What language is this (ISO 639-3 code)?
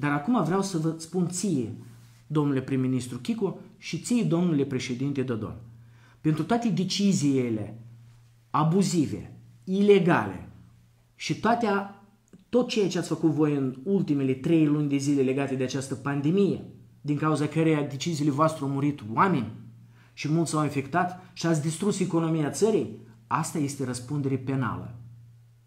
ron